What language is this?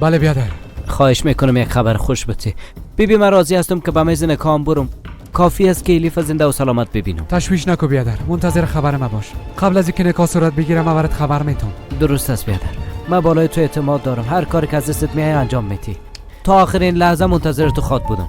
Persian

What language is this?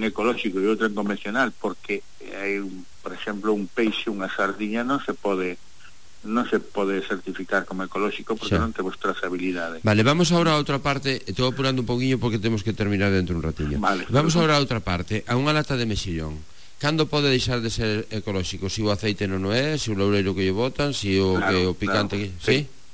Galician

